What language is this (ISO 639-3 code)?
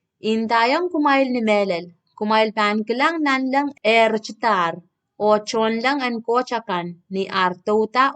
pon